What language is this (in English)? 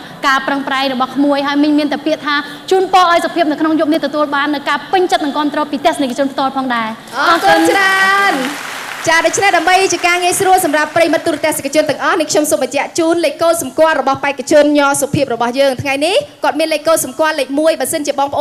Khmer